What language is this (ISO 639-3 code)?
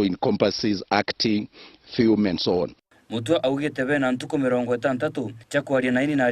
mer